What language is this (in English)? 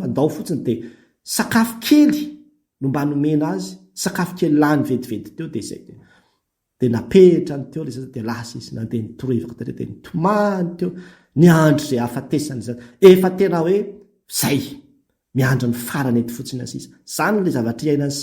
Malagasy